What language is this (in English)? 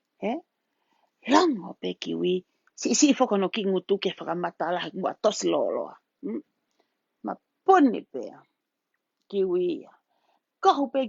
Tongan